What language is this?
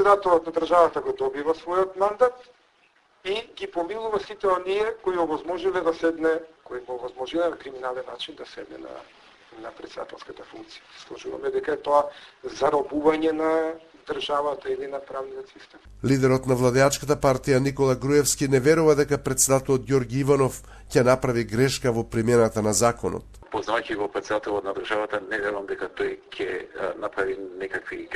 Macedonian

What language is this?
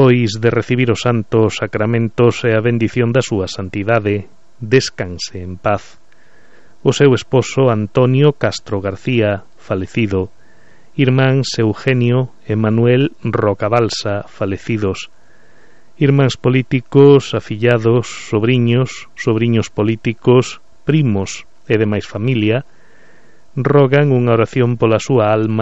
Galician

